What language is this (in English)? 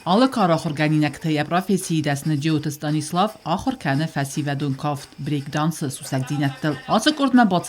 Ossetic